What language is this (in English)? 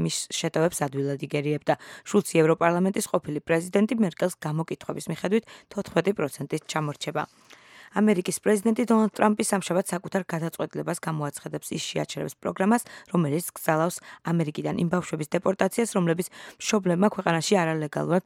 Georgian